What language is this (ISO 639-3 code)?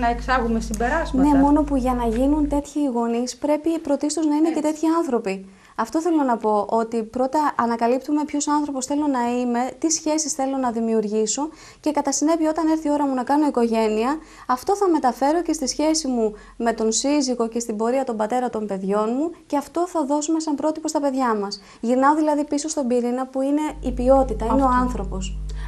ell